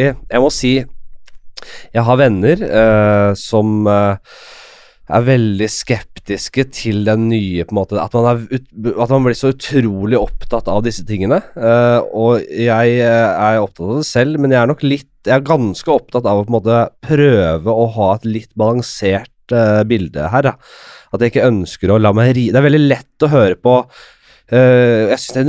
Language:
Norwegian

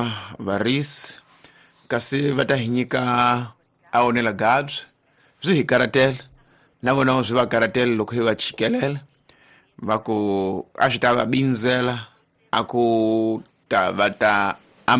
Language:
Tsonga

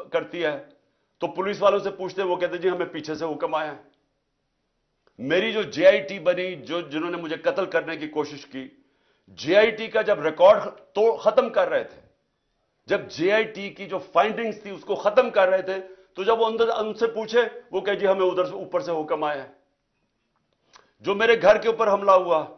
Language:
Urdu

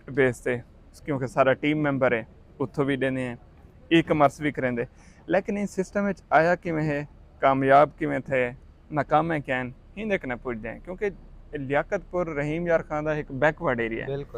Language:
Saraiki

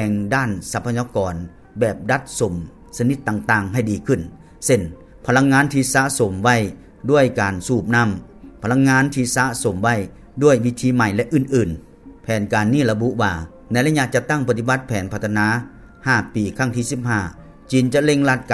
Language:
Lao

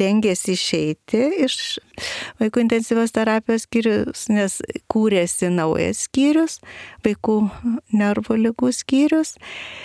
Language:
Lithuanian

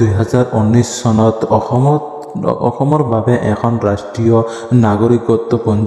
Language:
Assamese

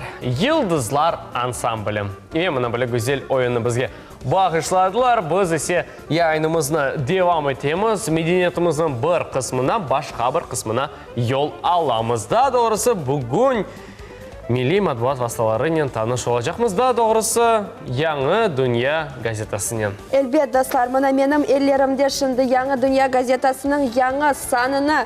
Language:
Crimean Tatar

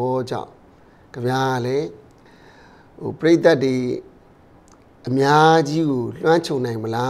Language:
Burmese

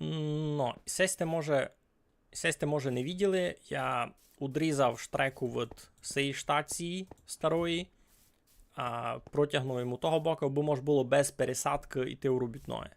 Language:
Rusyn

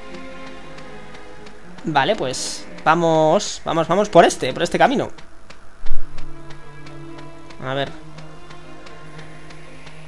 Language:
Spanish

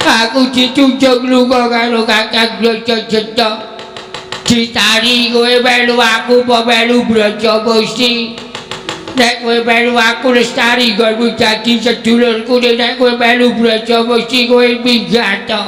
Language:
Javanese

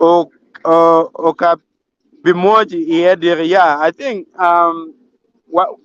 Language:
Acoli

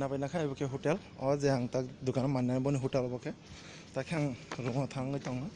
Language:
Kok Borok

